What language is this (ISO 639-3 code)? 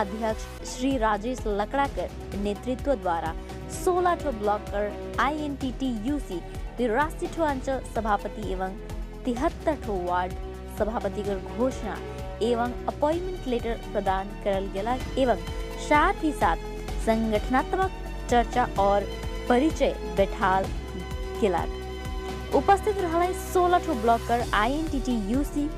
sck